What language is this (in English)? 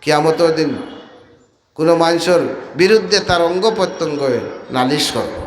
Sylheti